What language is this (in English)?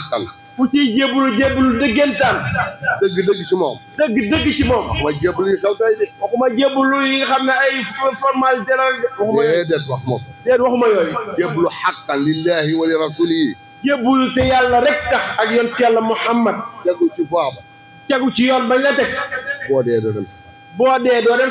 Wolof